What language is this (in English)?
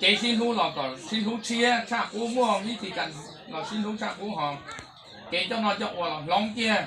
Hmong